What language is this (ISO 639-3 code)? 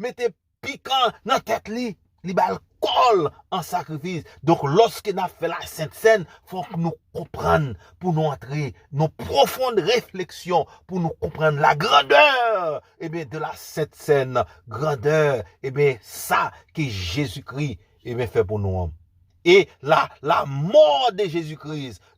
hat